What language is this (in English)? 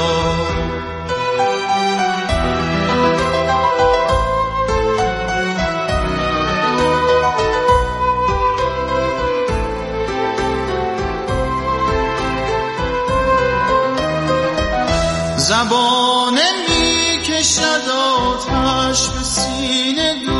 Persian